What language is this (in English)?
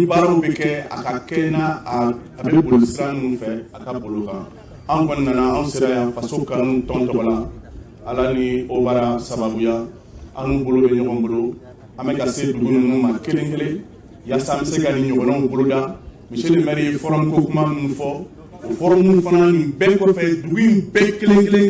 Bambara